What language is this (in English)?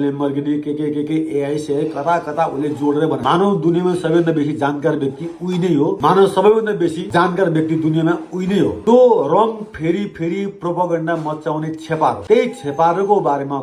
Nepali